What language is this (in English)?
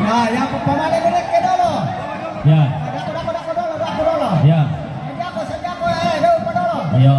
Toraja-Sa'dan